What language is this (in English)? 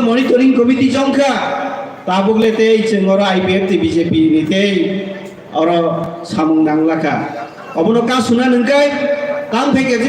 Kok Borok